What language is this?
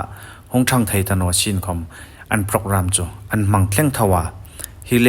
Hmar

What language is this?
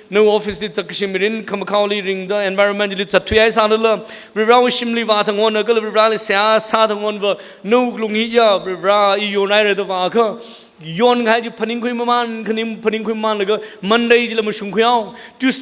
Tangkhul Naga (India)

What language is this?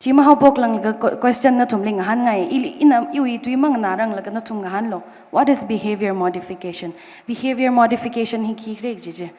Tangkhul Naga (India)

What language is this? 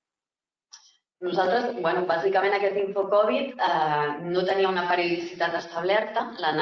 Catalan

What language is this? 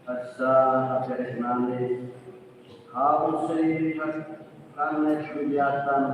Tetum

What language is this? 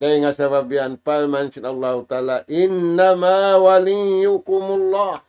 Tausug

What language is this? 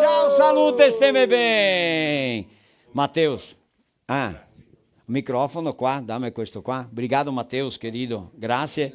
Venetian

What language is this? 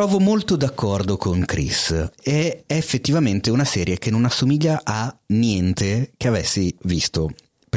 Italian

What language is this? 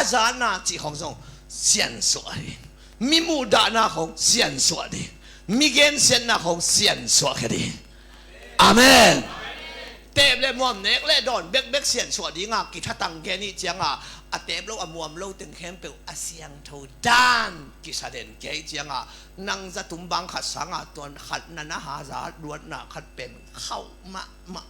Tedim Chin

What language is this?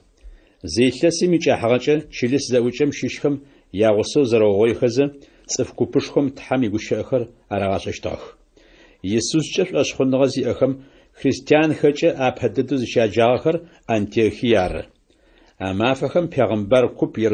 Adyghe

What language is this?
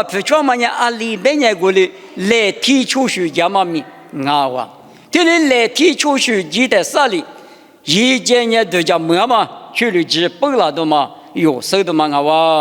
Lisu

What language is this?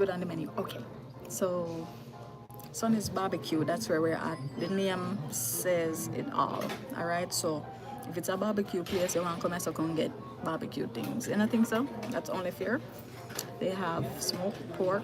Jamaican Creole English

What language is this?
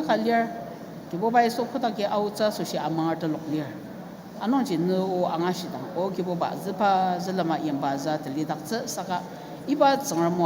Ao Naga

